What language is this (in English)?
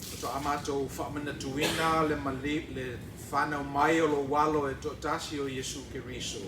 Samoan